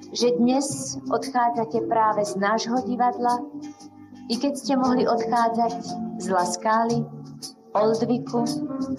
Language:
Slovak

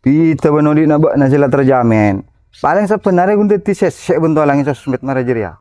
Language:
Madurese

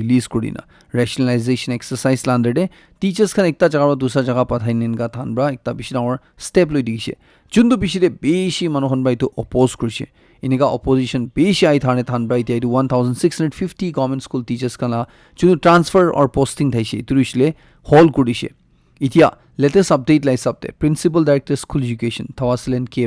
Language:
Naga Pidgin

